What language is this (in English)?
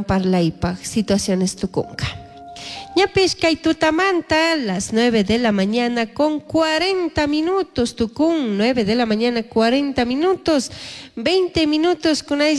Chimborazo Highland Quichua